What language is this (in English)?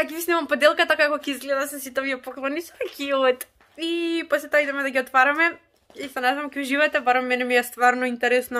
Macedonian